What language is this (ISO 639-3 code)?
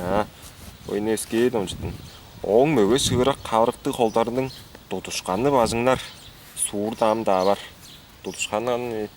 tyv